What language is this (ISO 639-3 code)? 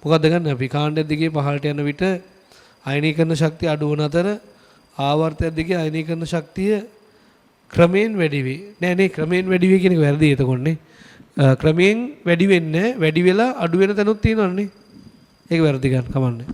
sin